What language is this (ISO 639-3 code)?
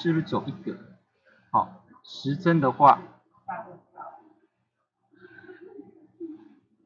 zho